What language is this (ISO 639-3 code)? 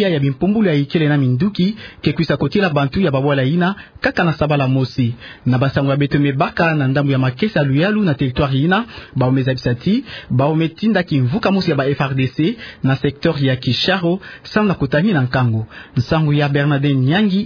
ktu